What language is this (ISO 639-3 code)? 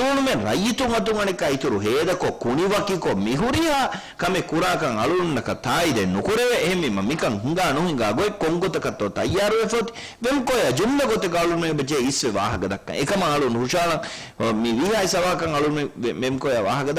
div